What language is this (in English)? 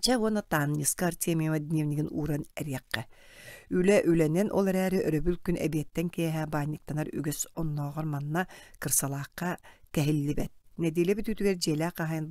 Yakut